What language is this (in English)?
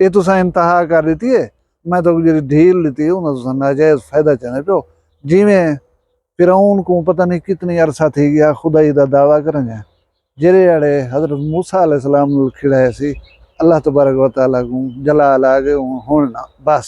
Saraiki